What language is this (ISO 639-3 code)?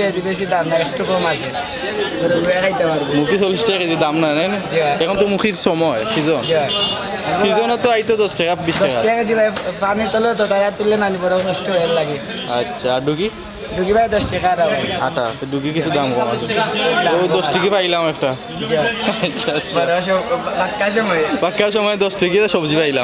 syl